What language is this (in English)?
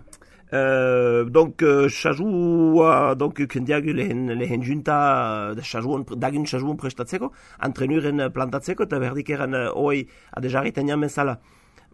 Basque